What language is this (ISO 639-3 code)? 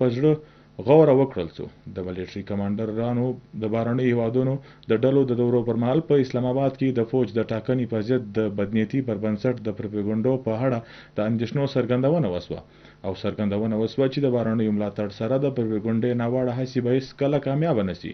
pus